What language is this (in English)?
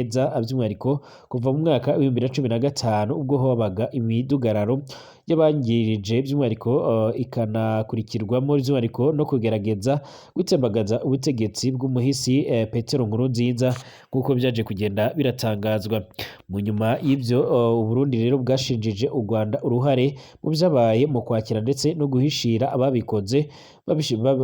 Rundi